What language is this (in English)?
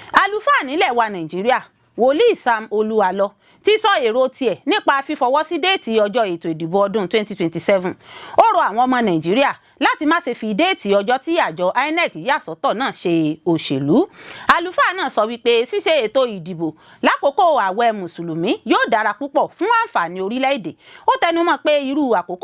Yoruba